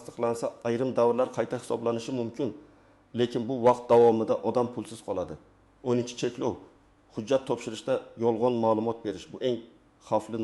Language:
Uzbek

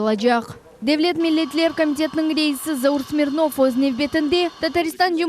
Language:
Crimean Tatar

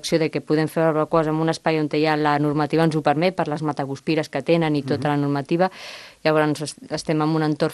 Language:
Catalan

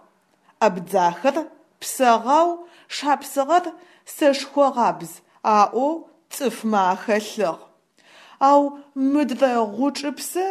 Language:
Adyghe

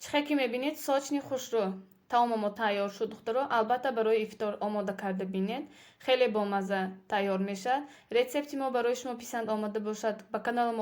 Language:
Tajik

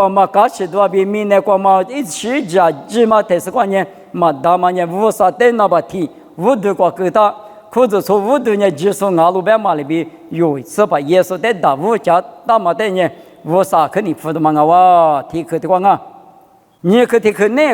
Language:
Lisu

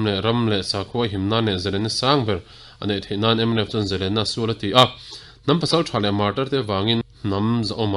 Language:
Mizo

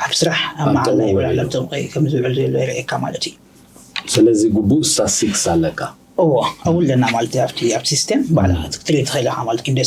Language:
Tigrinya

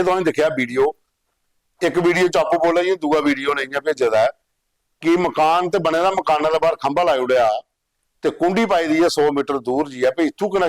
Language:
Dogri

